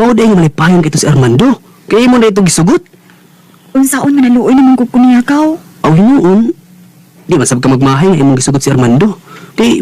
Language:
Cebuano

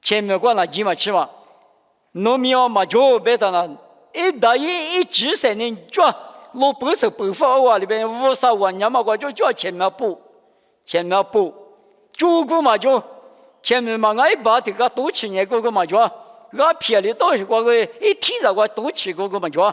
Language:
Lisu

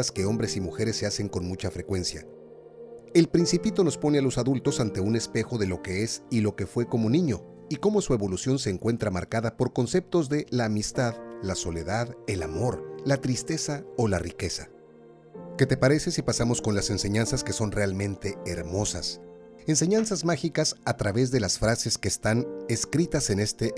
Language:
Spanish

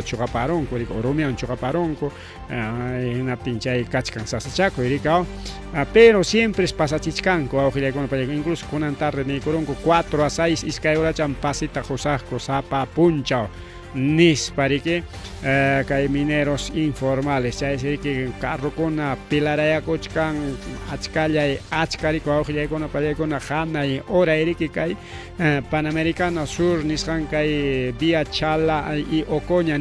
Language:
Ayacucho Quechua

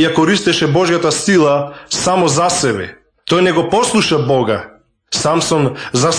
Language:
Macedonian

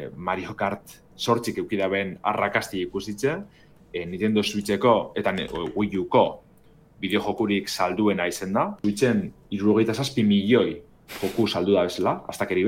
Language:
Basque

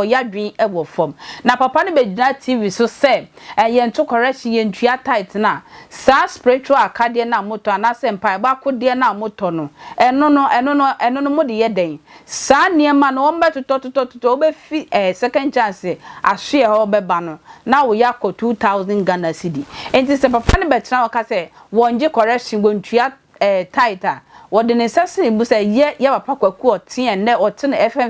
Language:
Akan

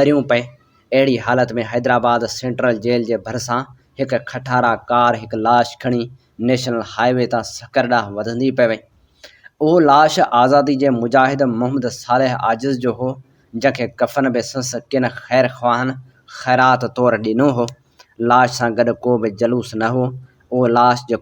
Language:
Sindhi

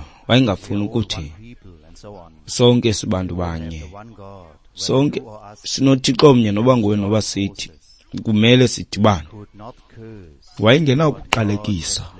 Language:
Xhosa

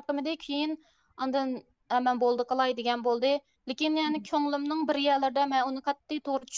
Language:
Uyghur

